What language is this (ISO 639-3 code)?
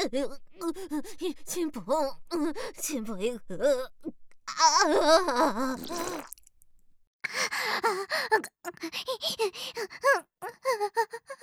jpn